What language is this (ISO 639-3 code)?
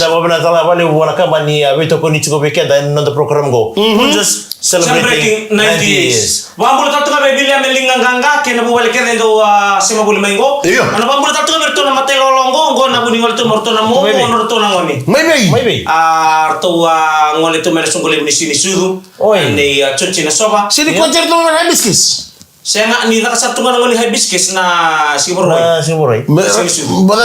fij